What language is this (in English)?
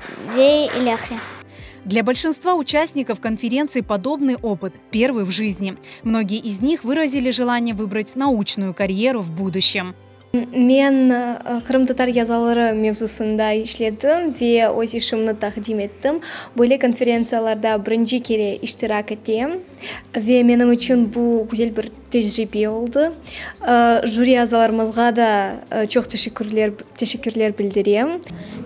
Crimean Tatar